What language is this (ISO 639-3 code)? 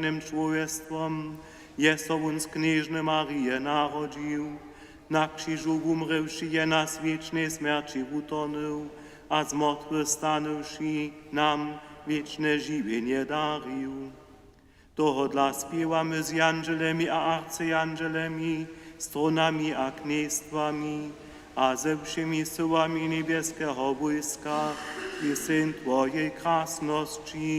hsb